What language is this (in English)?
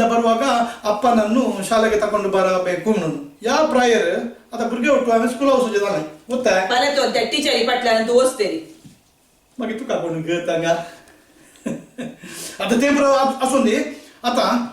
Konkani